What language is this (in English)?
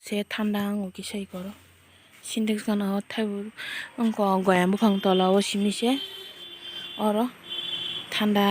Kok Borok